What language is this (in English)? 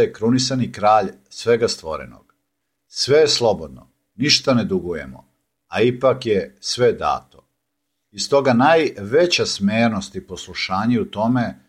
Serbian